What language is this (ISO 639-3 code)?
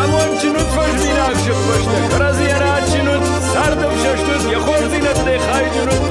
oss